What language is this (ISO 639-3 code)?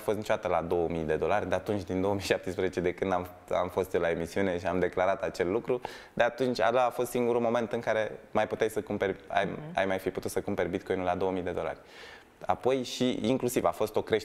ron